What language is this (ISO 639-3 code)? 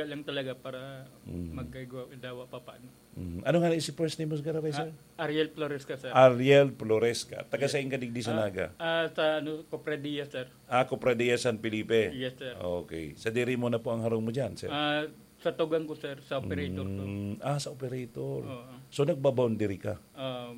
bik